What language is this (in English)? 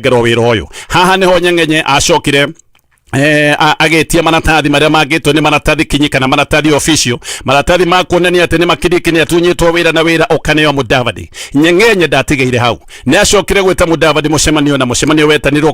Kikuyu